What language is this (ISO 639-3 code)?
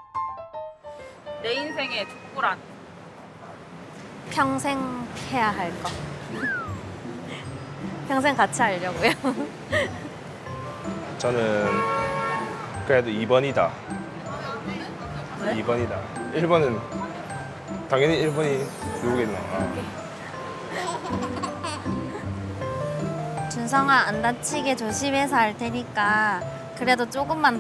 kor